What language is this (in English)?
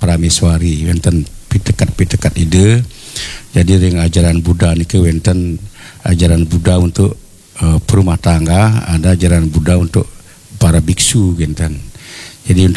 Balinese